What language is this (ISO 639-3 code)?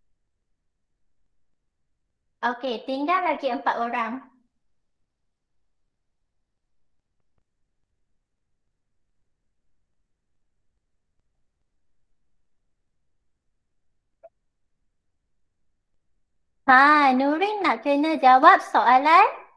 msa